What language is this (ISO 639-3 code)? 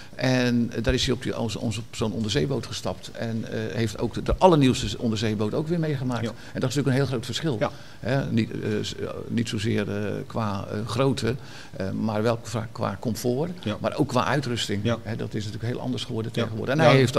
nld